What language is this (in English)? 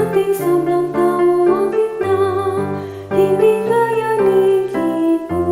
Pampanga